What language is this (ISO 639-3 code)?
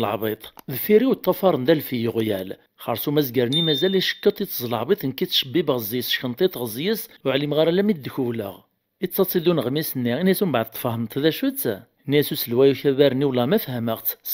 kab